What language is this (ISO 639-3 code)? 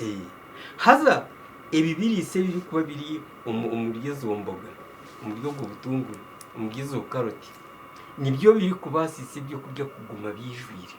nyn